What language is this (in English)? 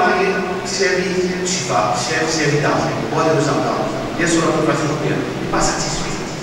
Morisyen